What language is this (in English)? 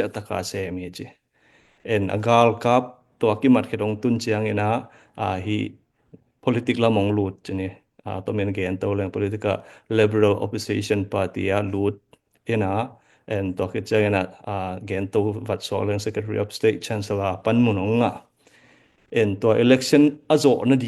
Tedim Chin